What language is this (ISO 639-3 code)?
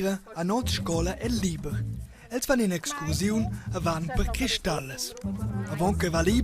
roh